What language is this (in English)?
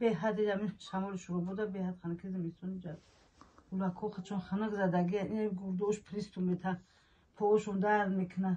Tajik